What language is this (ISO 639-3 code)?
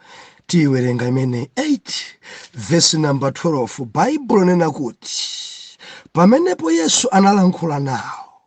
nya